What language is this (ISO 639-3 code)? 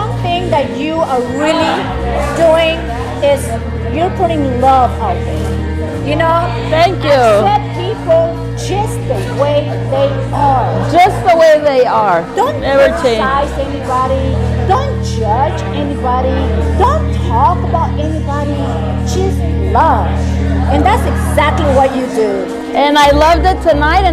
eng